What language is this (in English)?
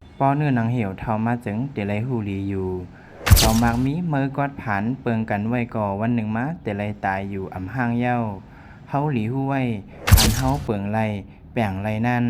Shan